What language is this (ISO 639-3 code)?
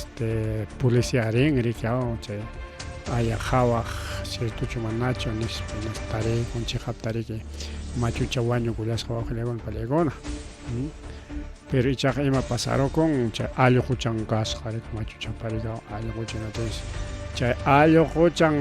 quy